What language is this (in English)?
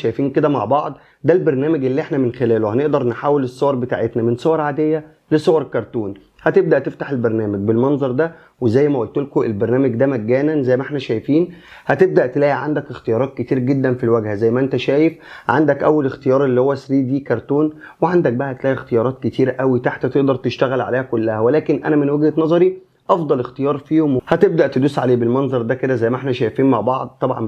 Egyptian Arabic